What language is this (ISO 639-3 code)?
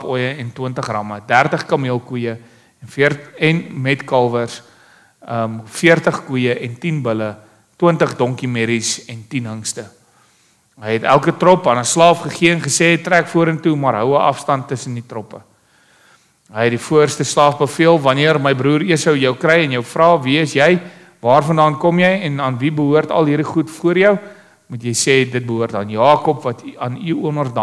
afr